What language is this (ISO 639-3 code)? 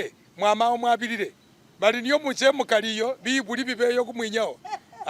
myx